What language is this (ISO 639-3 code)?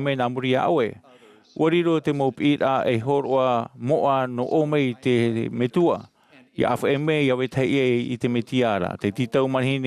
tah